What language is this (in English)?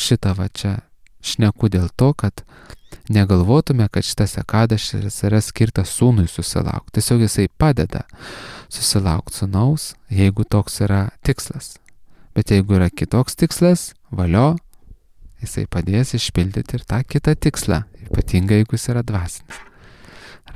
Lithuanian